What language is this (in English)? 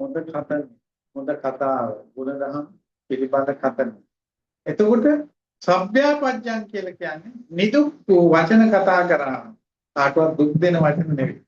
Sinhala